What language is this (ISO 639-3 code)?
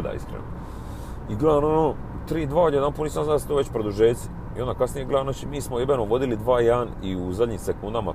hrv